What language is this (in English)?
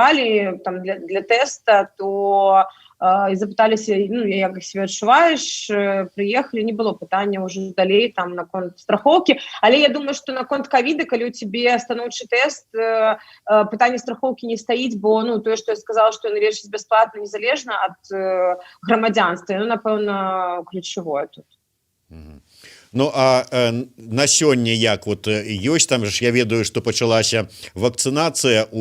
Belarusian